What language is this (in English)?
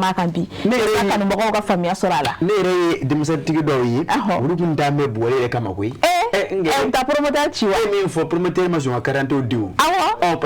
Bambara